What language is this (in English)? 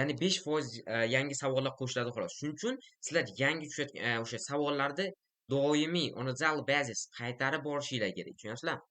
Uzbek